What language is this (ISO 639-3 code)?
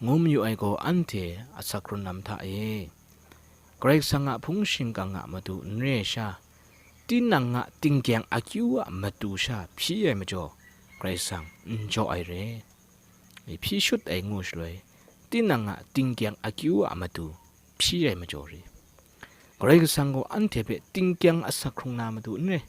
kac